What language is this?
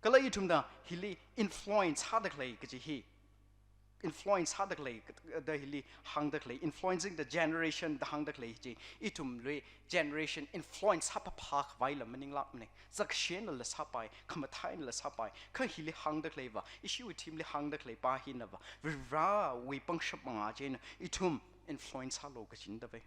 Tangkhul Naga (India)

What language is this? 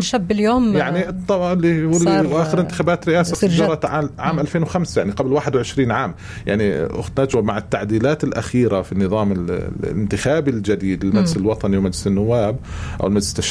North Levantine Arabic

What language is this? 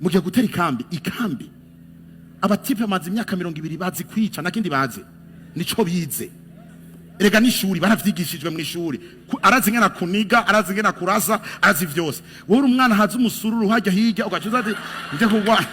Rundi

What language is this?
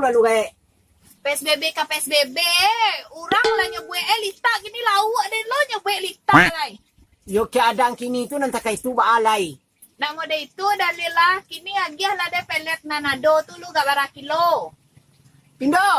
Minangkabau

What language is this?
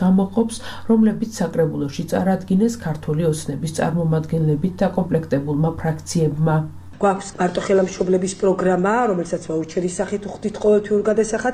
Georgian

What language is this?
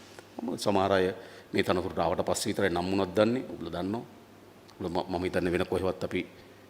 Sinhala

